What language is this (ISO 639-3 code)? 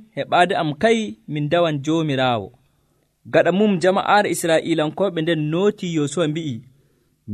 fuv